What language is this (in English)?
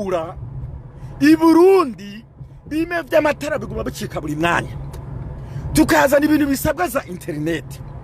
Rundi